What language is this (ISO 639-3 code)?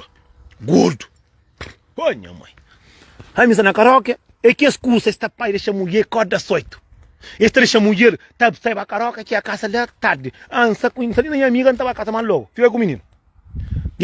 kea